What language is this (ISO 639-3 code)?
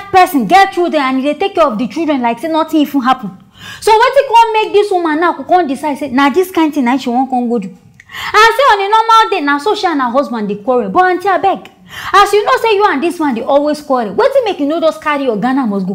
pcm